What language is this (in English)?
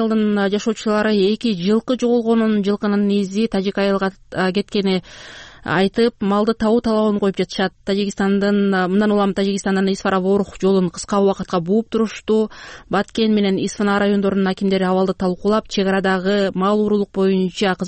Kyrgyz